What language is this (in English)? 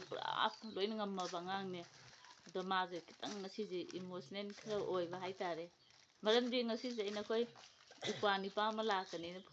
Manipuri